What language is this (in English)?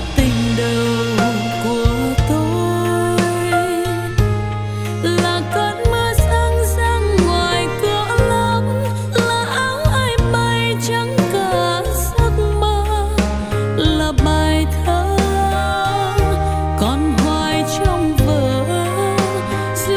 Vietnamese